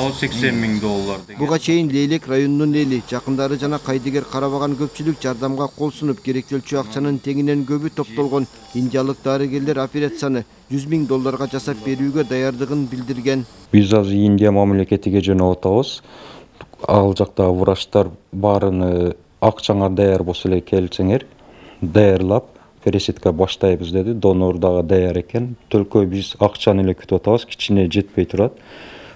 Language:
Kyrgyz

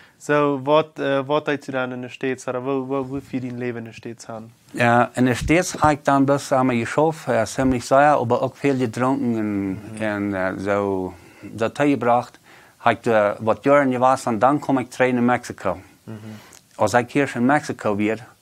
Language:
Plautdietsch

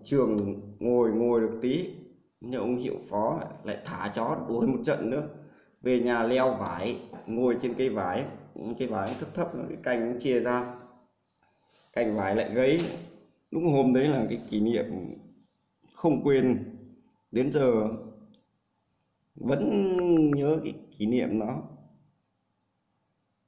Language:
Vietnamese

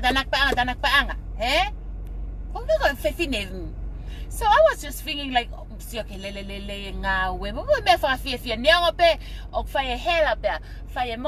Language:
Tongan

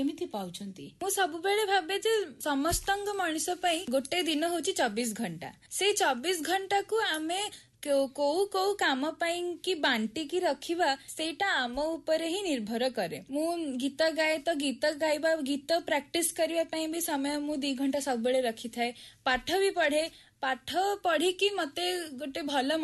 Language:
Odia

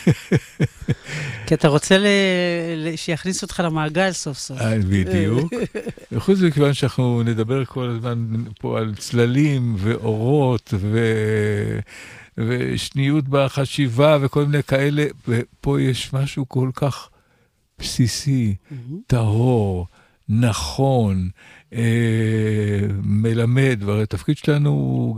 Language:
Hebrew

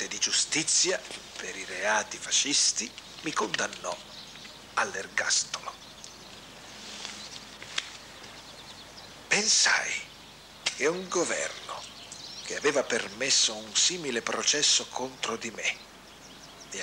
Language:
Italian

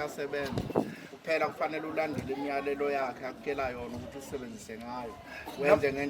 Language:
Zulu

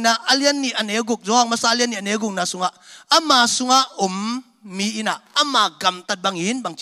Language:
Tedim Chin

